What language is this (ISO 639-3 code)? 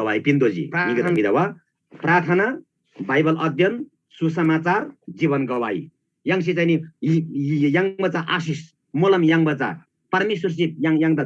taj